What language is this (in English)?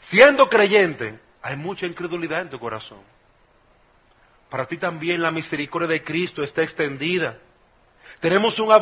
Spanish